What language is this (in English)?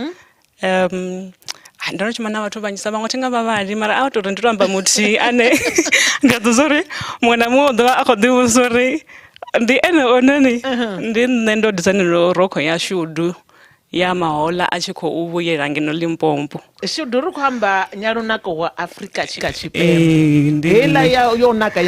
Venda